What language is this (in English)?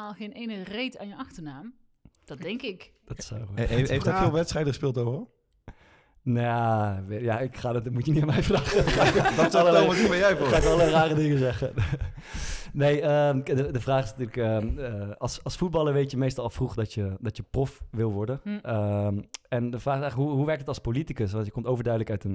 Dutch